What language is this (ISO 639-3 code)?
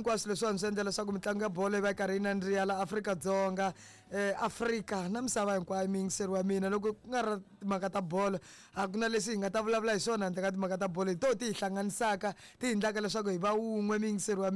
tso